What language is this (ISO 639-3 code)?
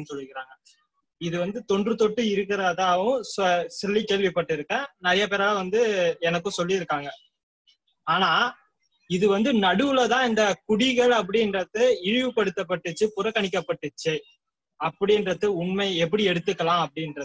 tam